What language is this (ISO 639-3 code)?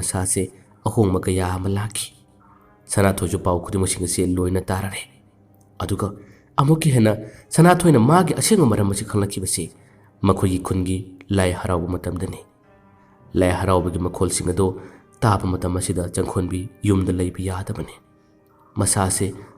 mni